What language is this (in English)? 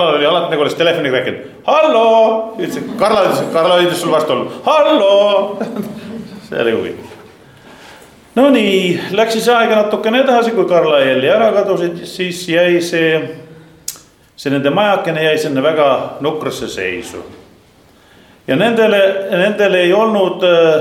Estonian